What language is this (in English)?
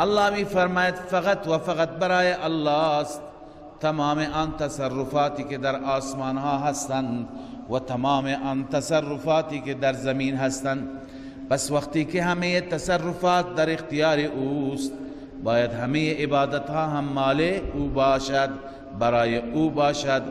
Persian